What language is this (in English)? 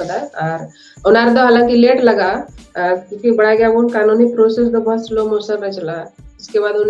Santali